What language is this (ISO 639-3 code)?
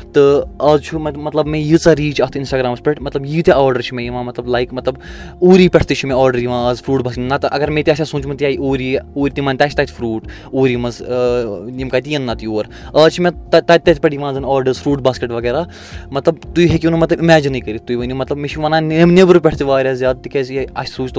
kas